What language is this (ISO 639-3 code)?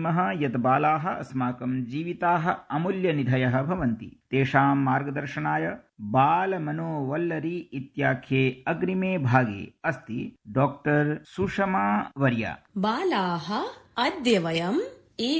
san